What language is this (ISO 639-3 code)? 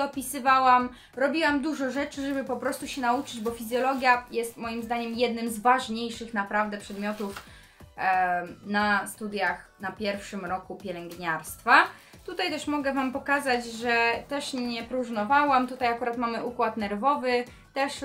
pol